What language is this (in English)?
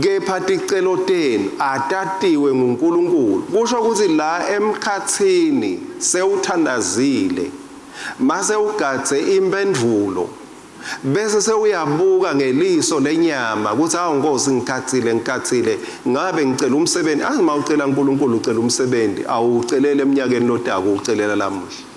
Swati